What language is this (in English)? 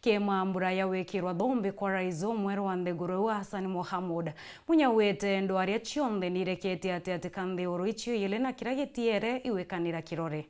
Meru